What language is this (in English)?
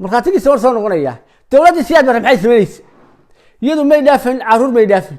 Somali